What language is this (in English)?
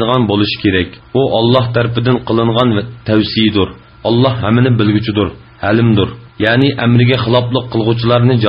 Uyghur